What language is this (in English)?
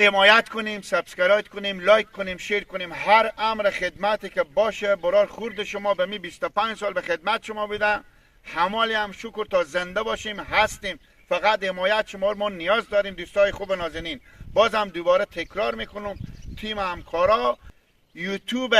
Hazaragi